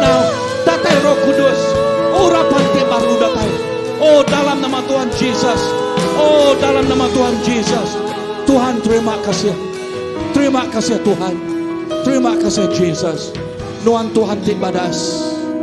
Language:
Iban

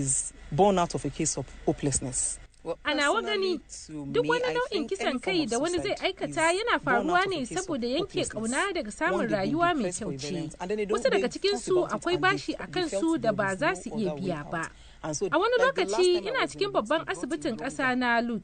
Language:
Hausa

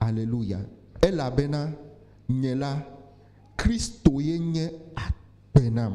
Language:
Ewe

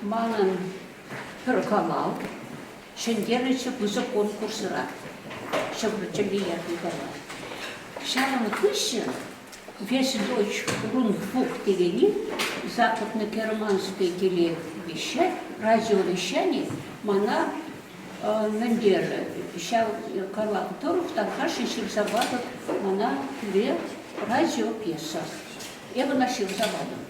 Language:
Chuvash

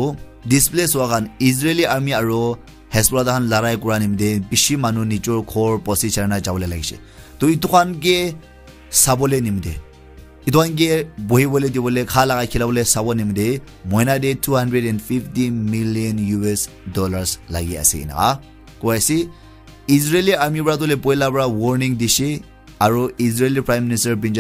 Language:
Naga Pidgin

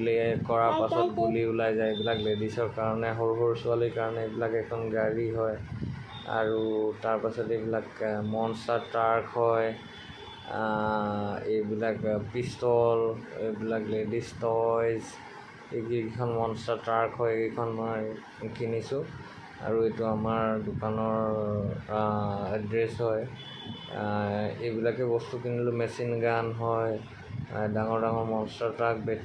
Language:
Assamese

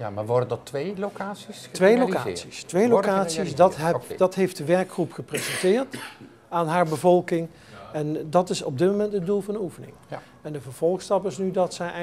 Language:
Dutch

